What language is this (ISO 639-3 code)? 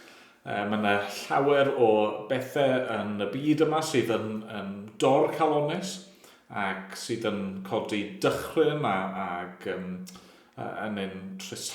cym